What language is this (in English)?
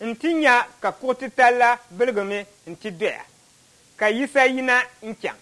Dagbani